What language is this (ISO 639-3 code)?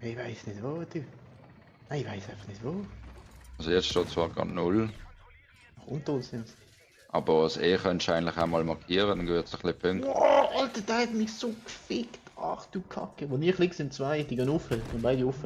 gsw